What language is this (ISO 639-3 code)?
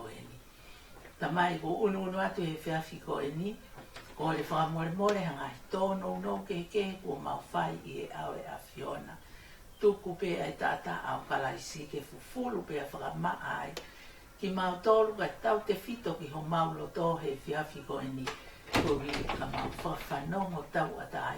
ton